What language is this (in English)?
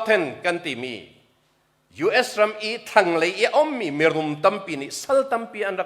Hakha Chin